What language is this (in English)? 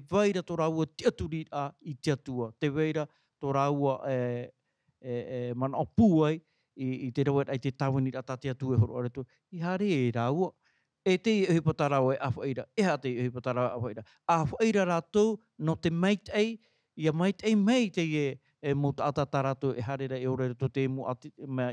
Tahitian